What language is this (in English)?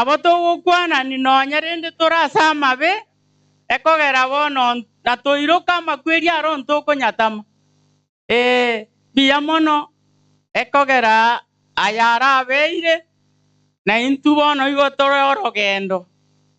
Gusii